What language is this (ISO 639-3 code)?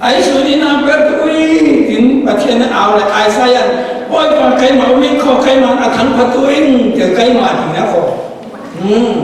cfm